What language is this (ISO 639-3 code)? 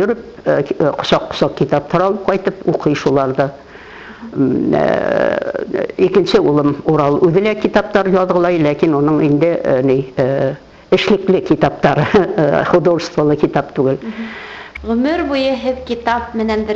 bak